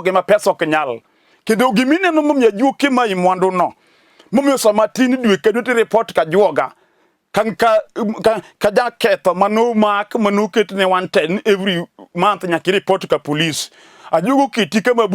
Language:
Luo (Kenya and Tanzania)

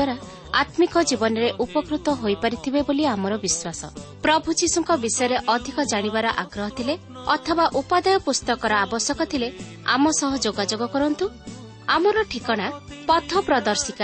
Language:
Odia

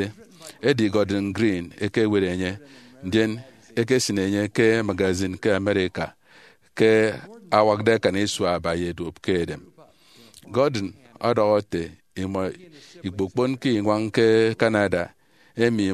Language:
Efik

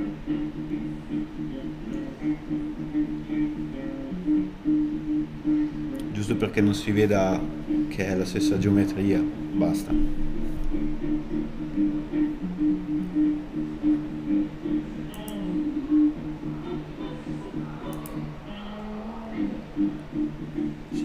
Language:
Italian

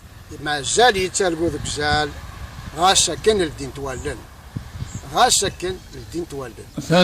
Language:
Kabyle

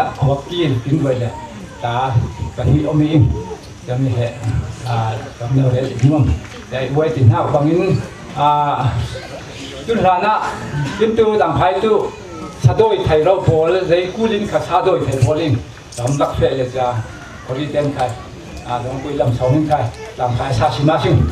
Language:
Falam Chin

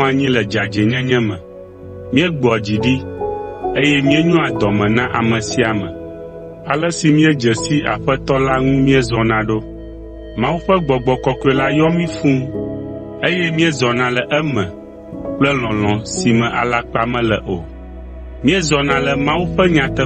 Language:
Ewe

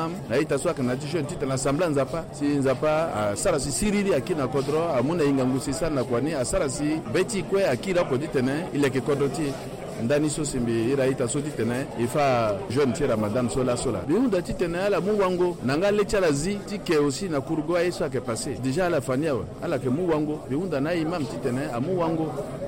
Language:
Sango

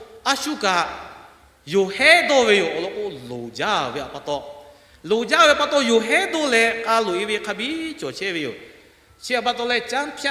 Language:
Lahu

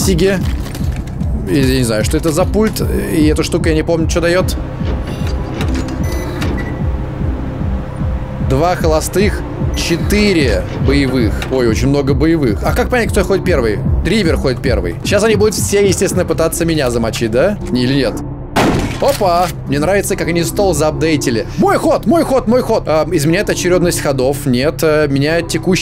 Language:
Russian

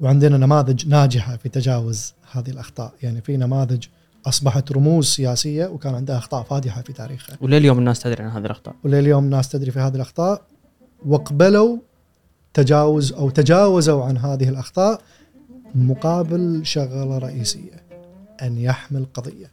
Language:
Gulf Arabic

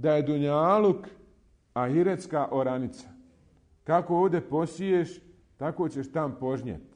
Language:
Bosnian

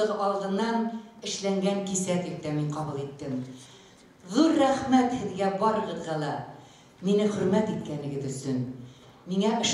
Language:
Bashkir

